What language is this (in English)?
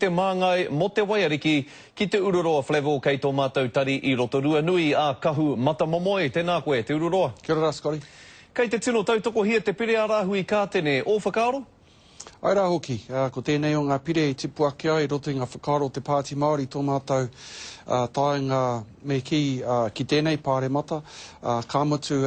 Māori